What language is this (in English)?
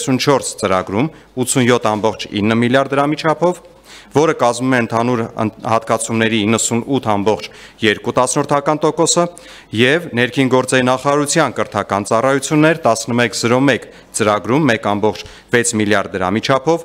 Armenian